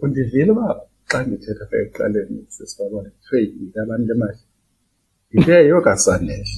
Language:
Xhosa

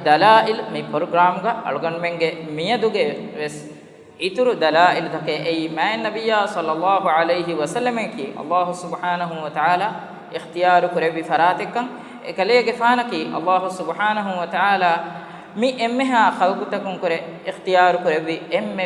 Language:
Divehi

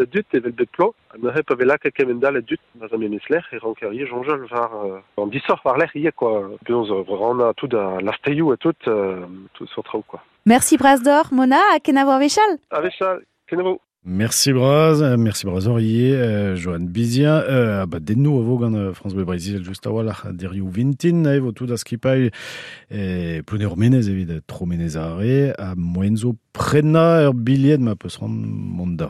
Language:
Breton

